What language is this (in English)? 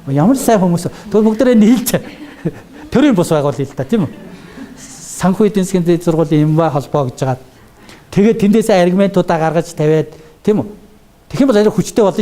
Mongolian